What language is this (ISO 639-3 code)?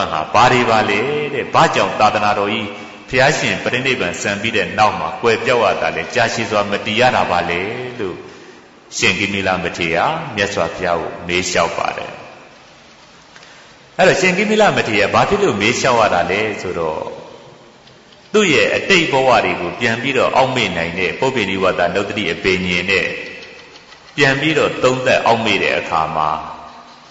mya